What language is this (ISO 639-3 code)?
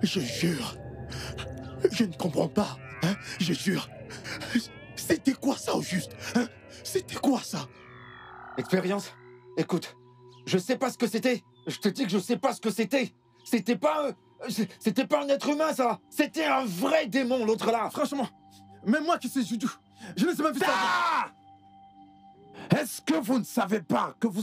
fra